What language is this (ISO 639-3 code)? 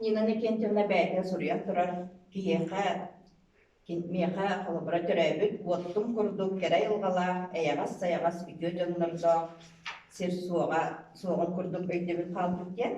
sah